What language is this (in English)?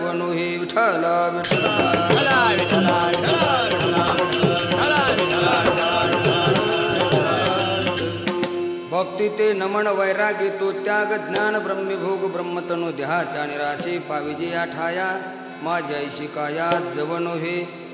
Marathi